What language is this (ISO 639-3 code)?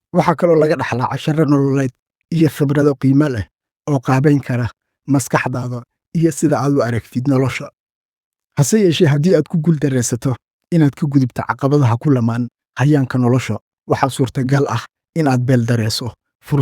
som